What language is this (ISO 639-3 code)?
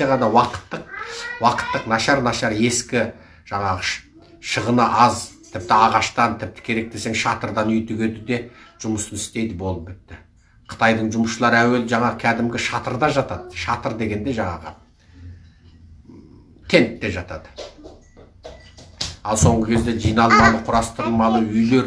kaz